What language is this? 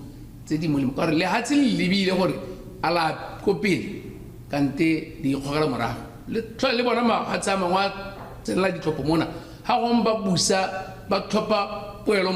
Tswana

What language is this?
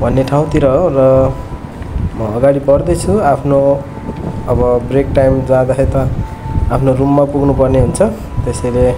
Nepali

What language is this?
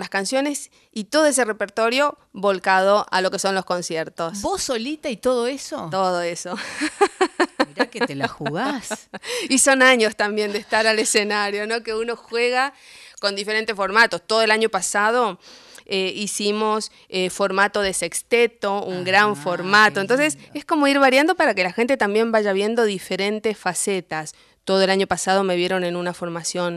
Spanish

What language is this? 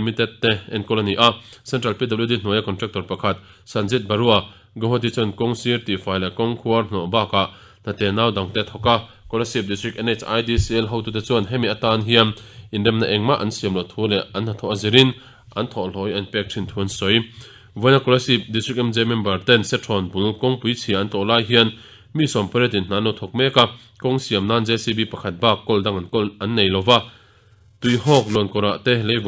Mizo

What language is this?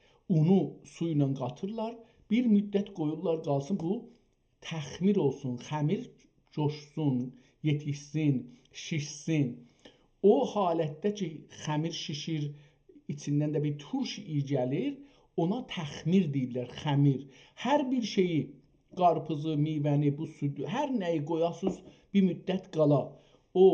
South Azerbaijani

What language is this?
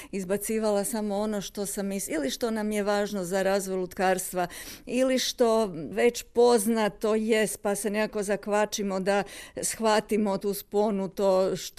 Croatian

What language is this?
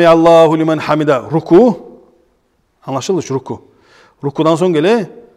Kumyk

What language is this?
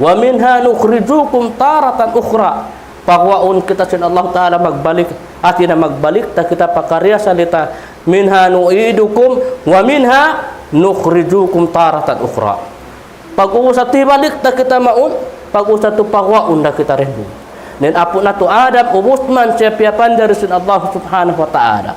Tausug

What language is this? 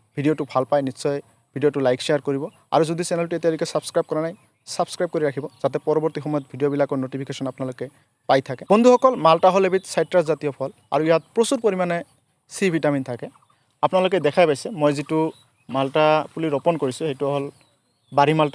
Assamese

